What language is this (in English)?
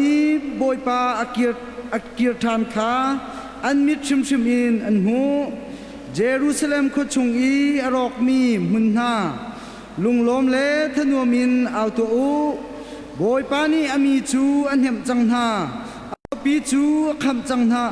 Hakha Chin